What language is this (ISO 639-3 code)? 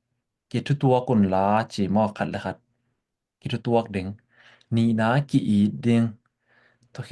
ctd